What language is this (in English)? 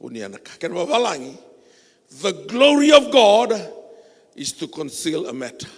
Fijian